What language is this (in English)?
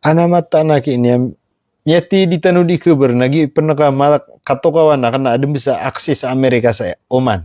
Maranao